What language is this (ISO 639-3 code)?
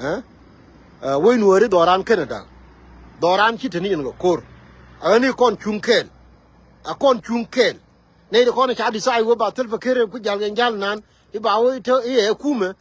nus